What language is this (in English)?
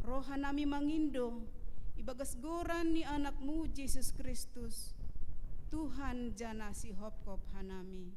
Batak Simalungun